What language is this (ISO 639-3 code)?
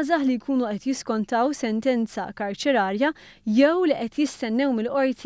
mlt